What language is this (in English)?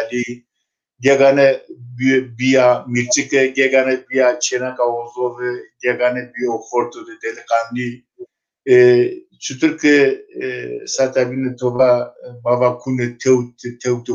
Zaza